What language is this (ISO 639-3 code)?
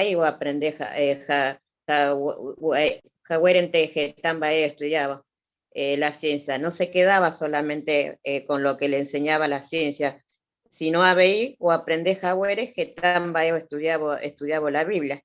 grn